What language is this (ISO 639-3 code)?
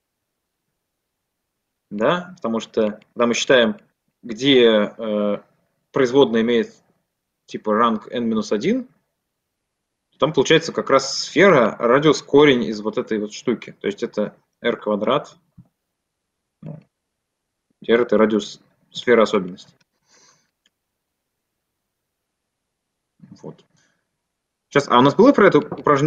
rus